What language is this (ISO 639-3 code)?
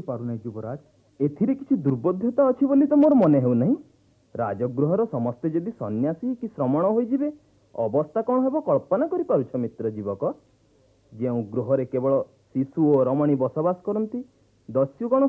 ori